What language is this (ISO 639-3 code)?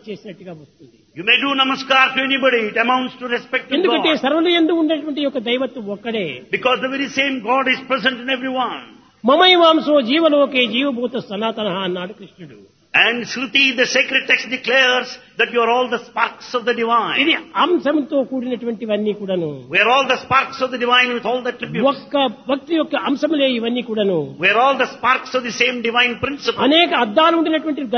tel